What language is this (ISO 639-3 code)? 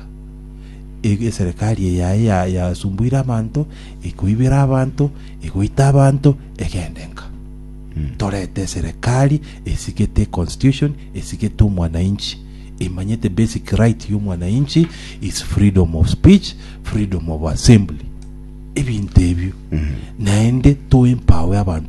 guz